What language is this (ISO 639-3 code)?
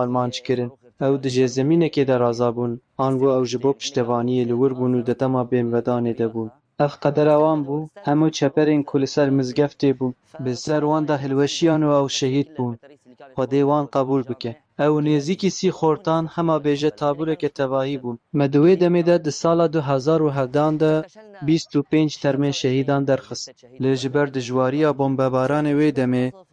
kur